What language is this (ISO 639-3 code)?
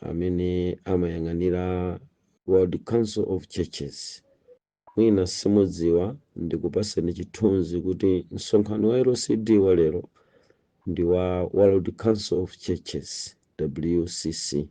nya